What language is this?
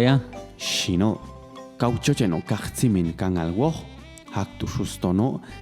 Popti'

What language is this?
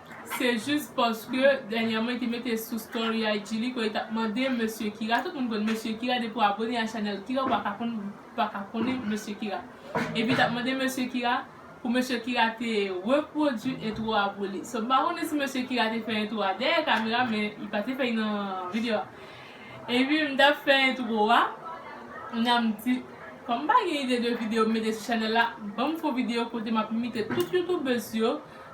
Haitian Creole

